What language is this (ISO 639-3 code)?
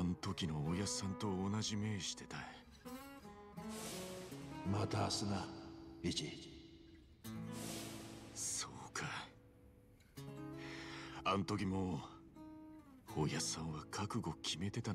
jpn